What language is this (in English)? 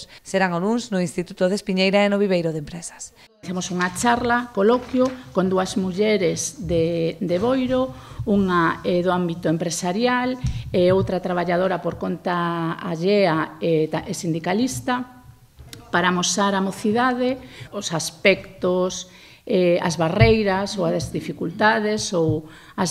Galician